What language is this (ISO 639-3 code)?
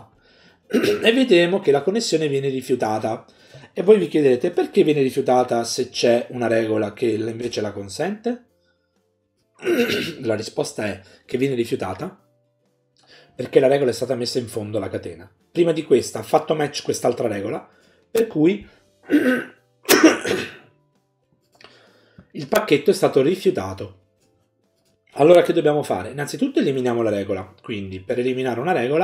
ita